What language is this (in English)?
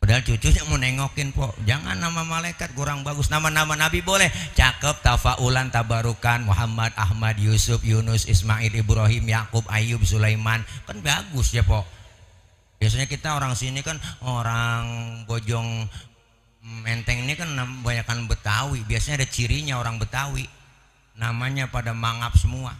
Betawi